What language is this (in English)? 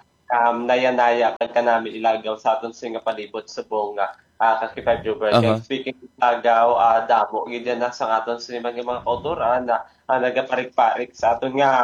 Hiligaynon